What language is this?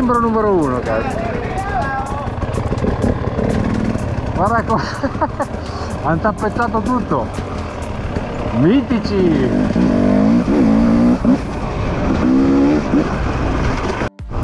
Italian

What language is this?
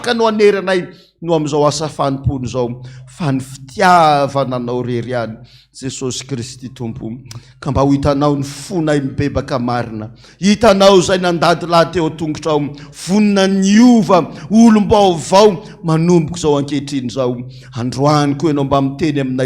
Malagasy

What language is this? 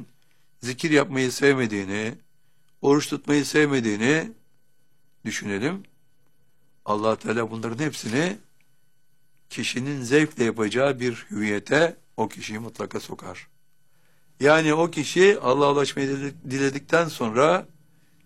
Turkish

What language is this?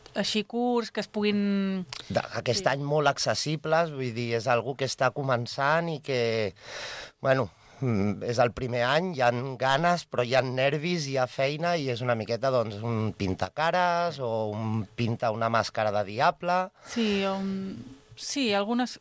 Catalan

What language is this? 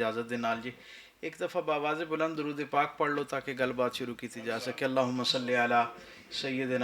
Western Panjabi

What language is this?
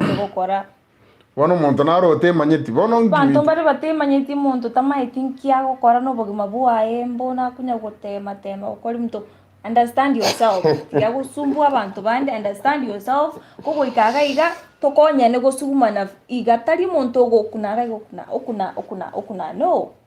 Gusii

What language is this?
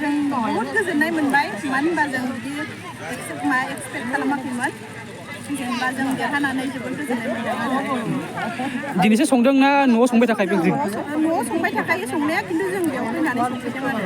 Bodo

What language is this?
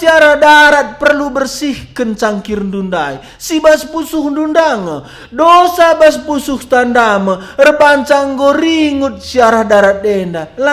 Batak Karo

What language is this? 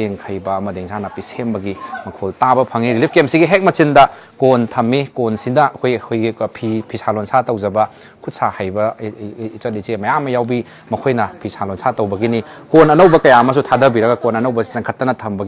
Manipuri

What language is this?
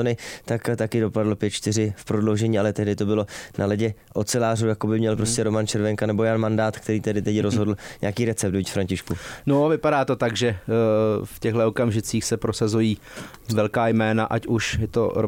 Czech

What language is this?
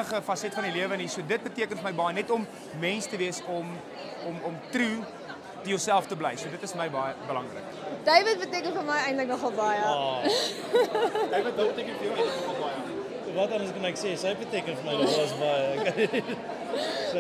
Afrikaans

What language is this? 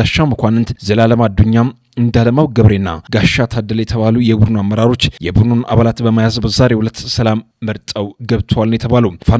Amharic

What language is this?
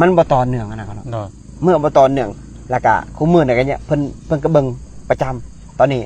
Lao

